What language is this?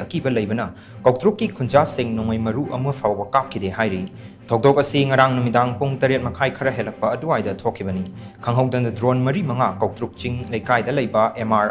Manipuri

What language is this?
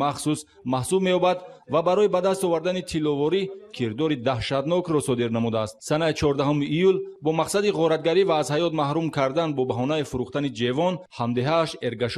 Tajik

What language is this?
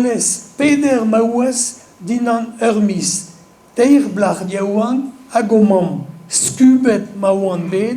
Breton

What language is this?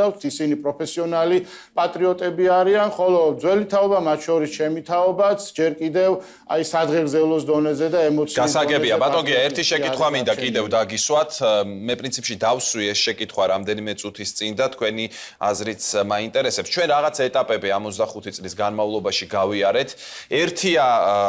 Georgian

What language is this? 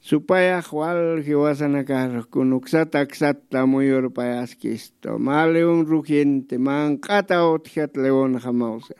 Aymara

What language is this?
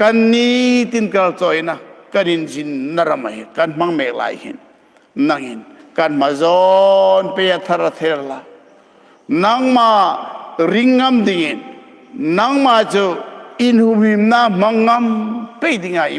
Hmar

